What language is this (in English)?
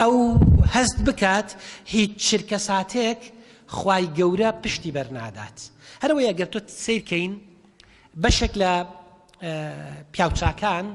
Central Kurdish